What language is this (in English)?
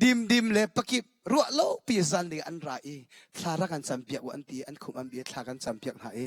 Hakha Chin